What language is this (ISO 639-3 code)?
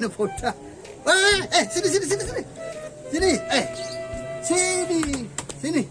bew